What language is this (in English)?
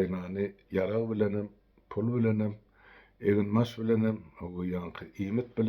Turkmen